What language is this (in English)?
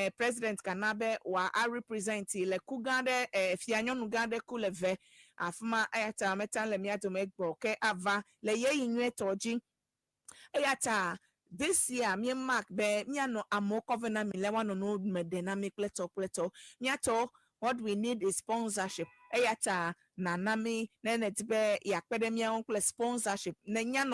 Ewe